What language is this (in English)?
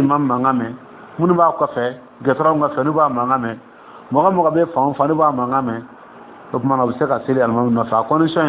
Dyula